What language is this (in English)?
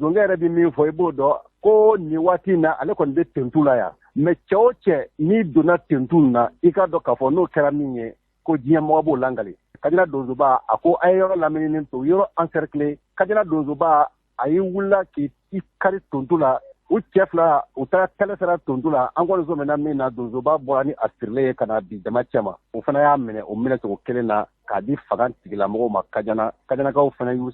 Bambara